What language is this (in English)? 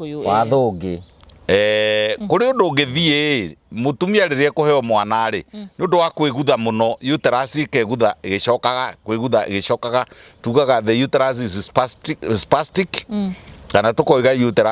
Kikuyu